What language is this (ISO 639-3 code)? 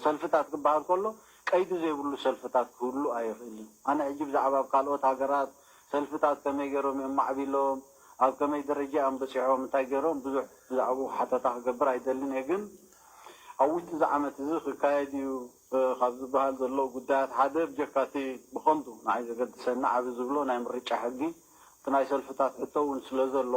tir